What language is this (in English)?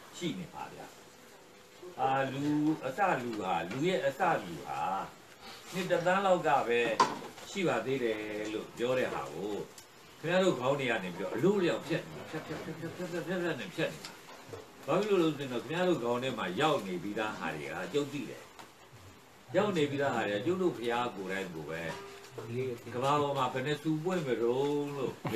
Burmese